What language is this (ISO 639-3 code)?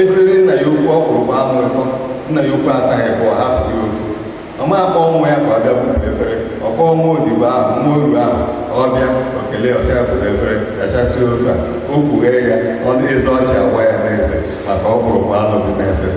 ibo